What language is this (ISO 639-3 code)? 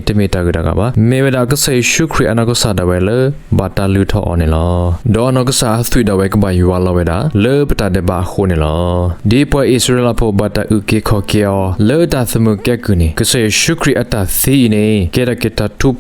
ksw